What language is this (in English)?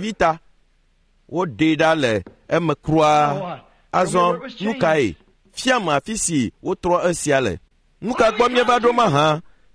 Ewe